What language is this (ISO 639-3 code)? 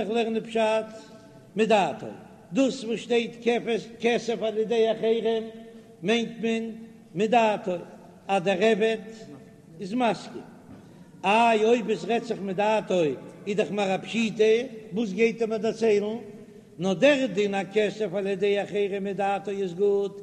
yid